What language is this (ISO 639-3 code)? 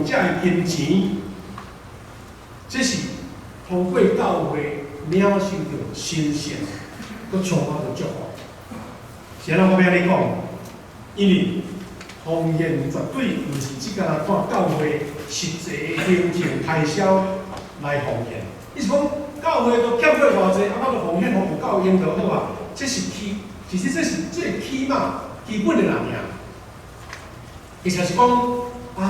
nan